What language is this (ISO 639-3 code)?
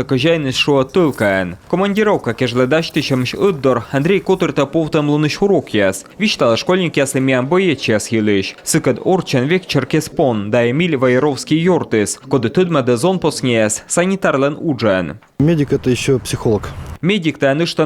kom